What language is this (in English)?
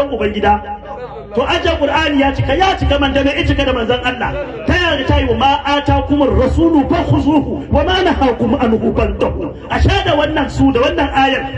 Hausa